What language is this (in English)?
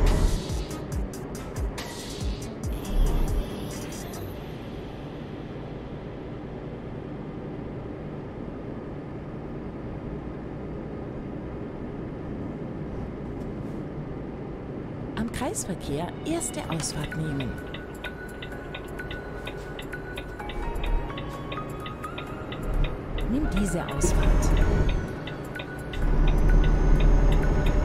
German